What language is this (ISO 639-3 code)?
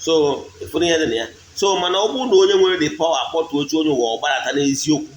ibo